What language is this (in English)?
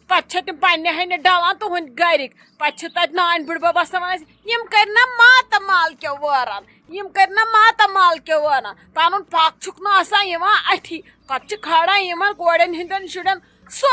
Kashmiri